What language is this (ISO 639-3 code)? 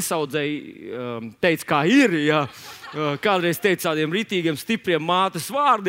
lav